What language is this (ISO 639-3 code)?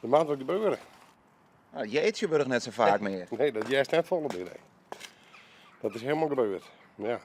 fry